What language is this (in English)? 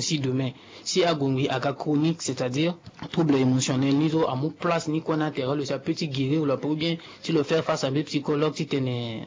Sango